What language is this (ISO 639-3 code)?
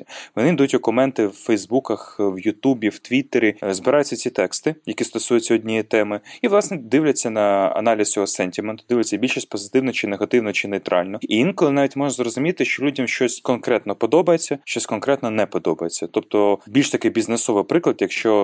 ukr